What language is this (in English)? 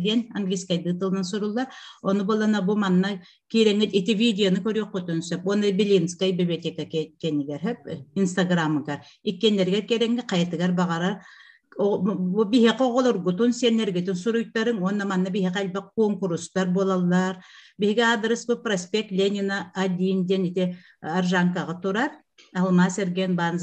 Yakut